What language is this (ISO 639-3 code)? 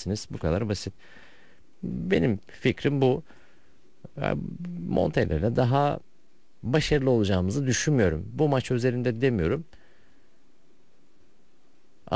tur